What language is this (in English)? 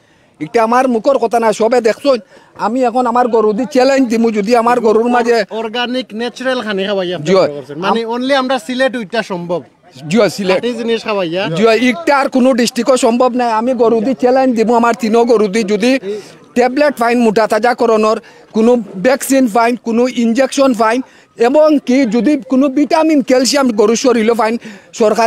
Sylheti